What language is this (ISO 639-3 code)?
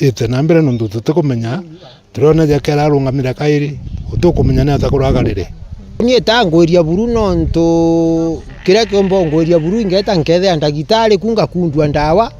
mer